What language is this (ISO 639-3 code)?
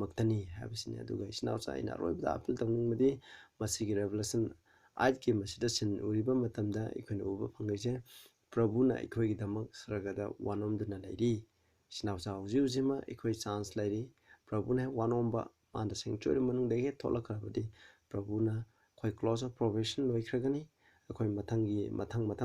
mni